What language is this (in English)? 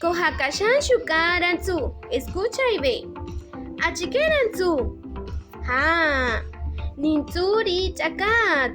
Kaqchikel